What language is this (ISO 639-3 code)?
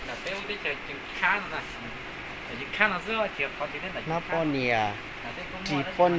hmn